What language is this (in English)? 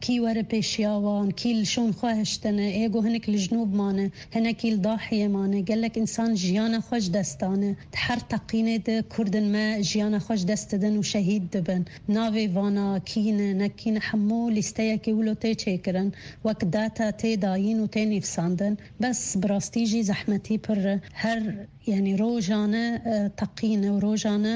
Kurdish